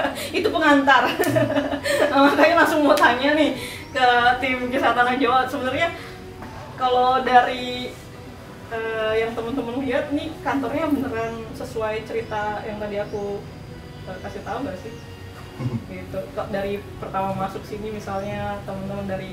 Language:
Indonesian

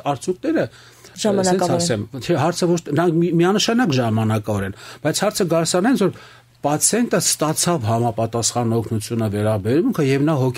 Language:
Armenian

